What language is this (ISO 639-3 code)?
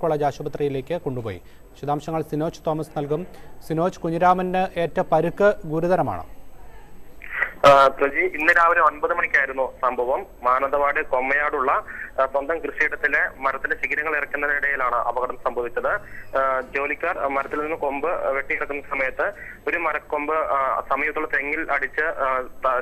mal